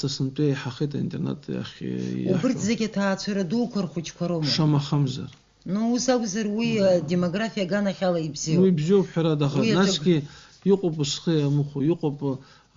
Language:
Abkhazian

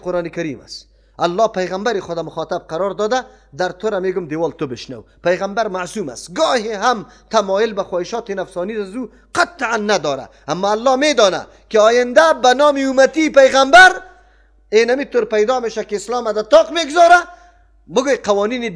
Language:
Persian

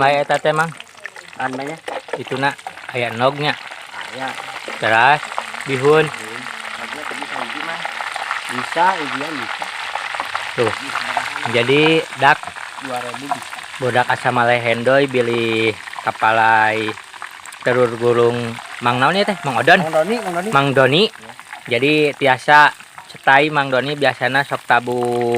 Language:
Sundanese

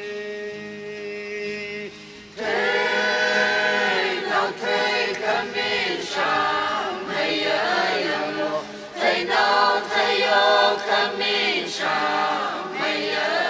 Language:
Tangkhul Naga (India)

